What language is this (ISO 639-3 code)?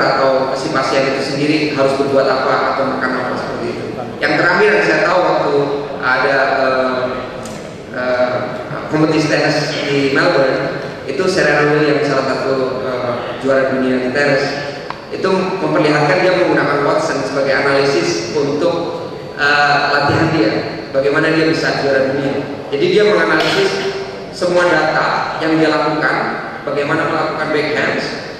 ind